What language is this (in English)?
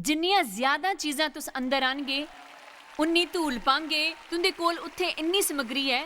Dogri